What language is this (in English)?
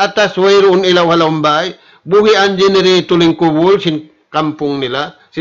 Tausug